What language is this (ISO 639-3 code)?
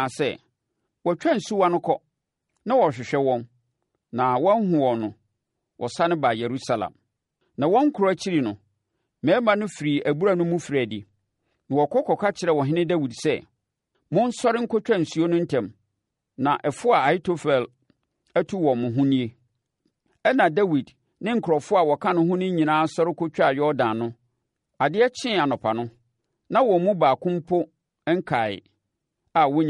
aka